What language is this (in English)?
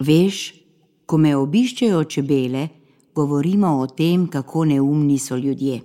Slovenian